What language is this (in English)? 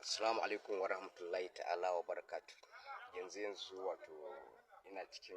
Hausa